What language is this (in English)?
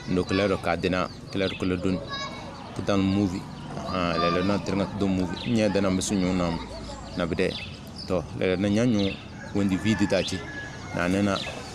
Tem